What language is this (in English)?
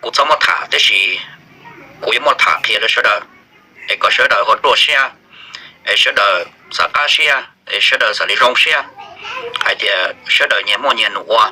Hmong